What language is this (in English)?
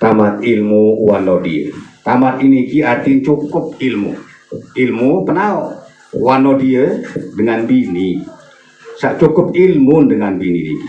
Sasak